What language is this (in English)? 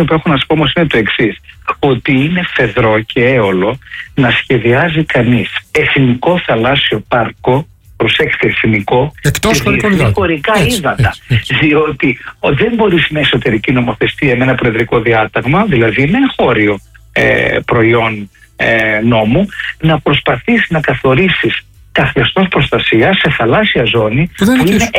Greek